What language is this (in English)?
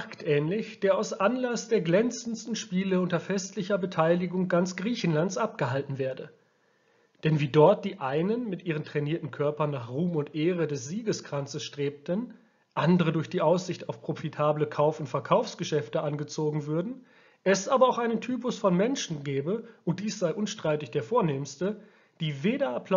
German